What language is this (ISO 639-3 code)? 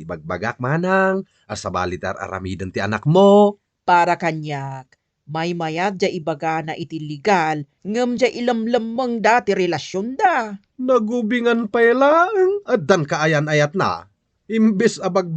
ilo